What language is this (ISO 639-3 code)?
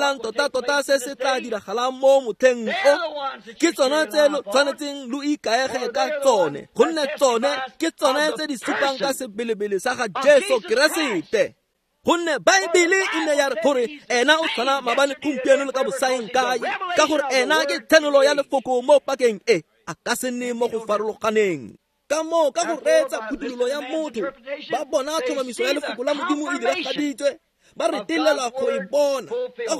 tsn